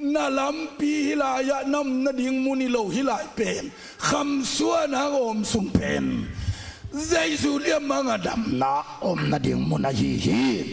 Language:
Tedim Chin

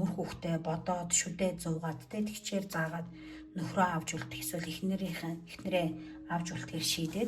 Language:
Mongolian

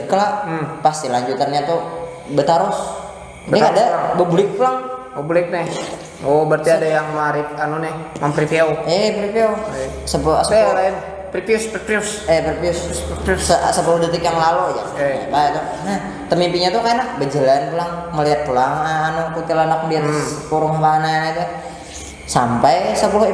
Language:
Banjar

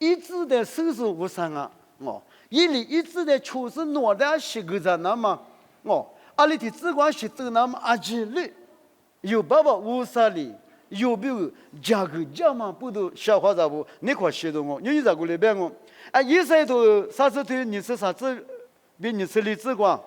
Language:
Lisu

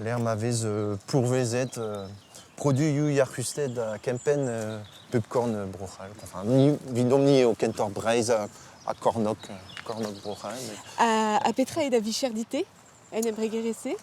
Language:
Breton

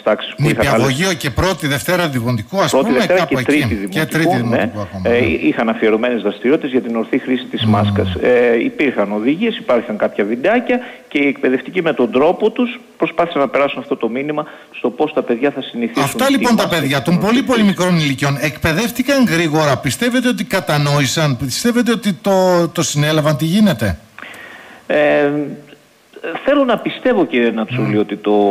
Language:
Greek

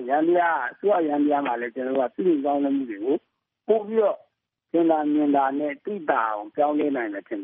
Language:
Burmese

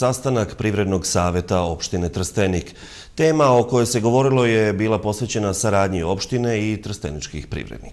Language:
Serbian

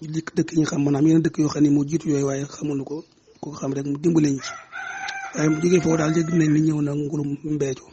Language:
Wolof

